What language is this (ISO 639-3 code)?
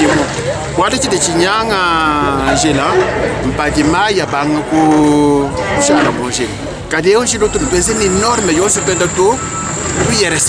lua